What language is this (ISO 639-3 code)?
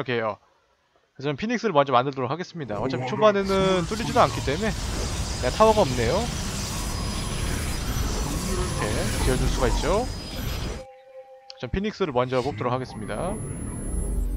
kor